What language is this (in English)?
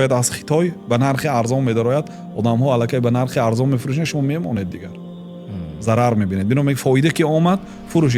Tajik